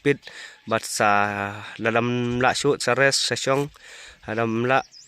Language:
Khasi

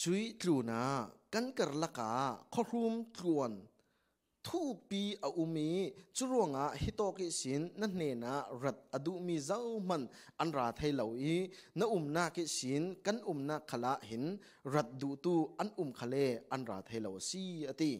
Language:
Falam Chin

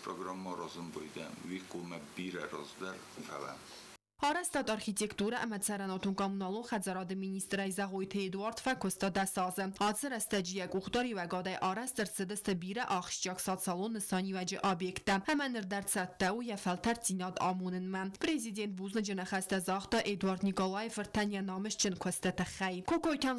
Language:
Ossetic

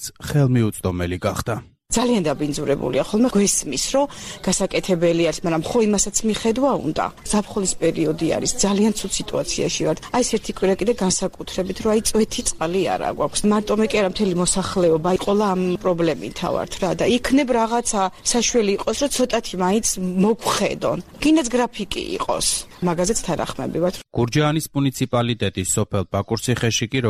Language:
Georgian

